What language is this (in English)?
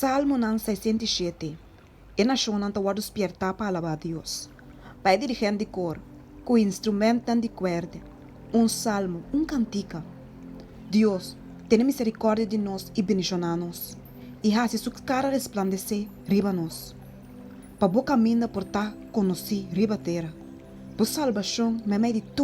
Papiamento